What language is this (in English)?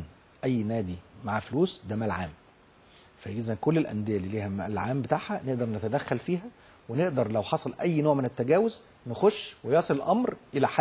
Egyptian Arabic